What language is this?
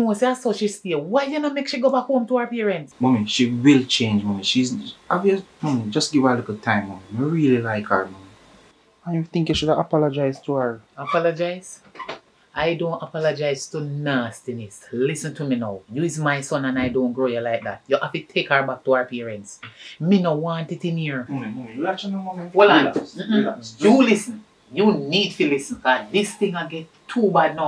Jamaican Creole English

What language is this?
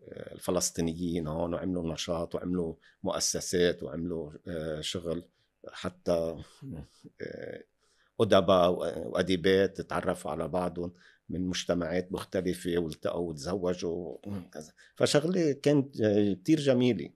North Levantine Arabic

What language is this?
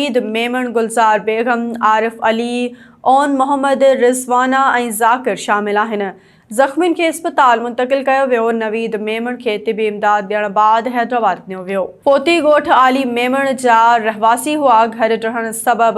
Sindhi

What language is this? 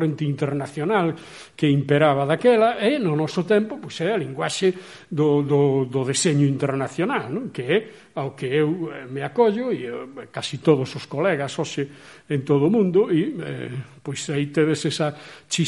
Galician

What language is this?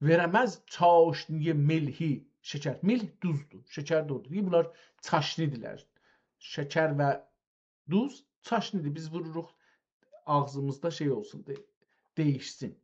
South Azerbaijani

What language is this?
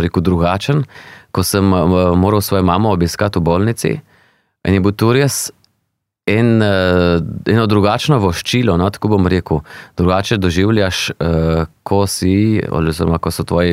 Slovenian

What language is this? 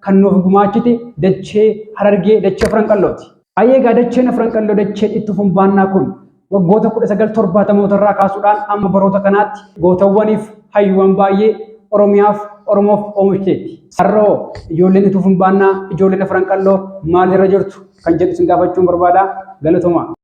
Oromo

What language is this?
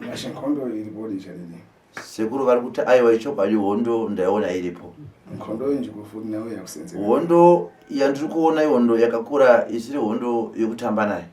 Shona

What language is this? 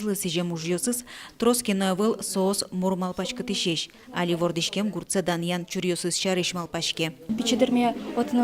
Udmurt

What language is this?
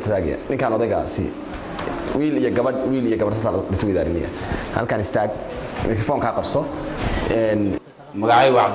Somali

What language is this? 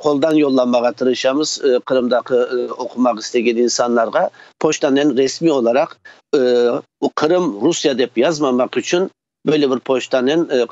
Crimean Tatar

